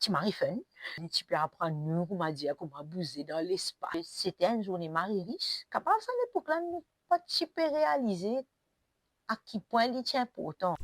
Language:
Morisyen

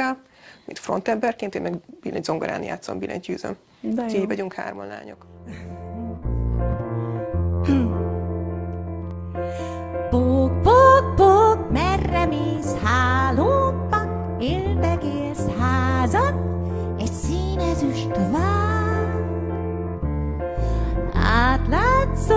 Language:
Hungarian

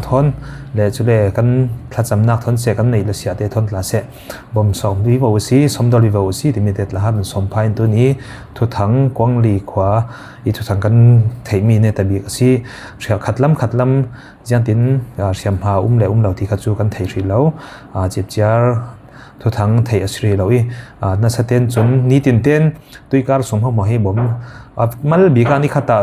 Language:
Falam Chin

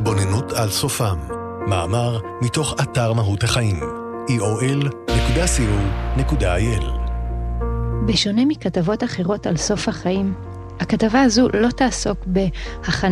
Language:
Hebrew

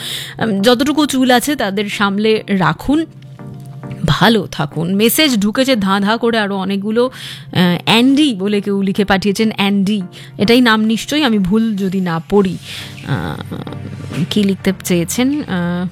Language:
Bangla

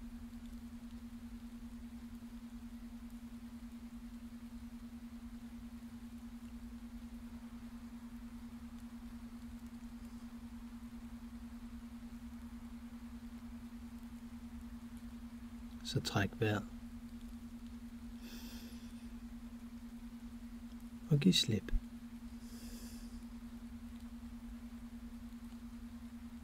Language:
Danish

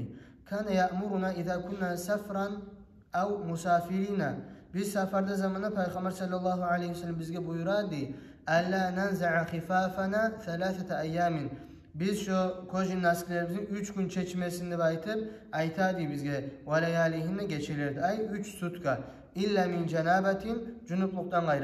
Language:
Kumyk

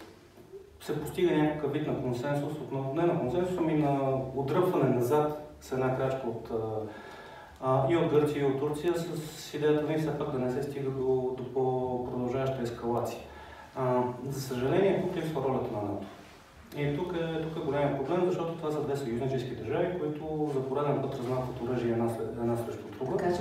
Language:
Bulgarian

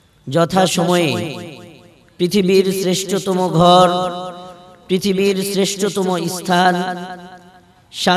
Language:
Bangla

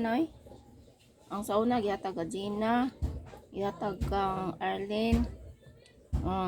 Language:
Cebuano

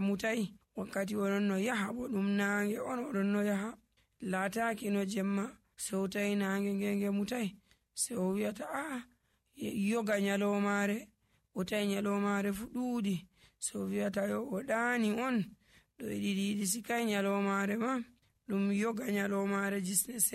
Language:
Nigerian Fulfulde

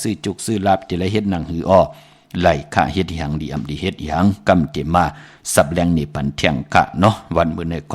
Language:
Shan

